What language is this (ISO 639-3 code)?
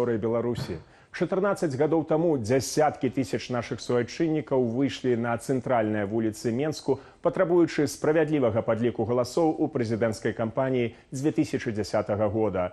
bel